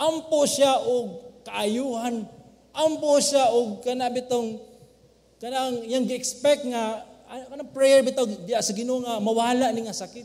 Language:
Cebuano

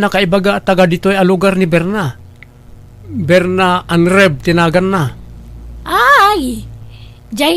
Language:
Iloko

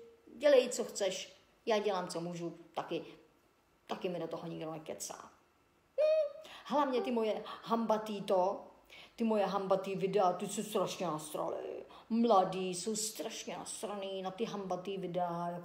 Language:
Czech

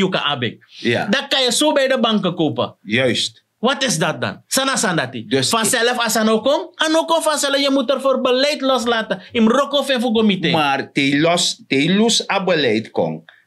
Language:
Sranan Tongo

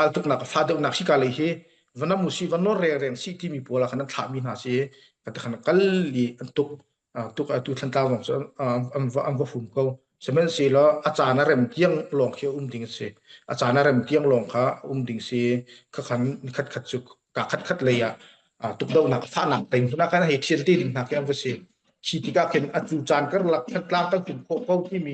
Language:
Hakha Chin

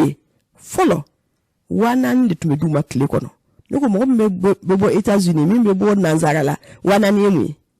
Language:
Bambara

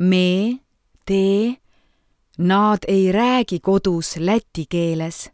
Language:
Estonian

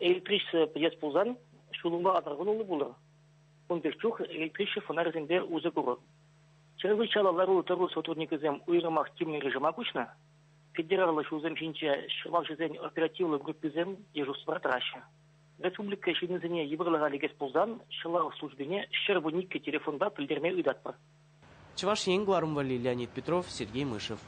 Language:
Chuvash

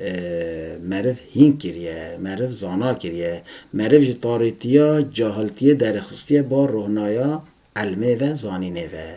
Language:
Kurdish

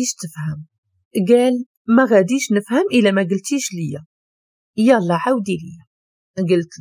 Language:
Moroccan Arabic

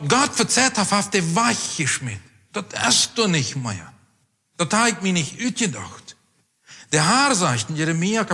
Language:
Plautdietsch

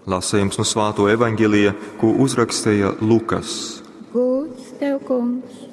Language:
Latgalian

